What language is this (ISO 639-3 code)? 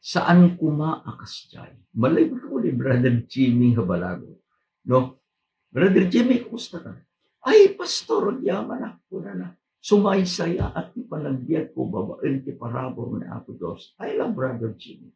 ilo